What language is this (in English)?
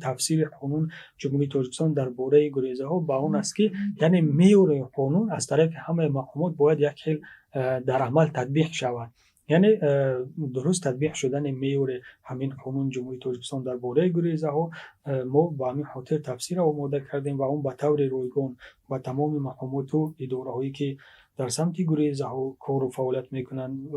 Tajik